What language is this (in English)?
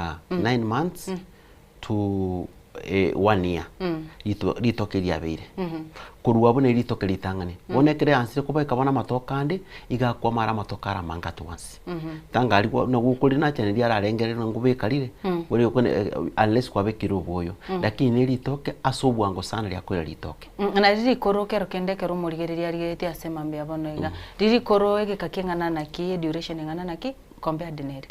Gusii